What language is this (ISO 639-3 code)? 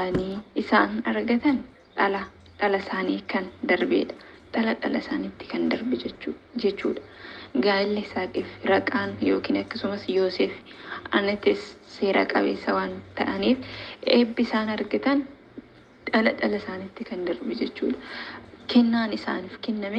orm